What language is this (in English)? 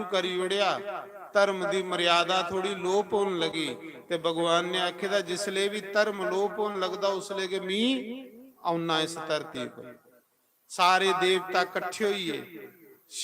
Dogri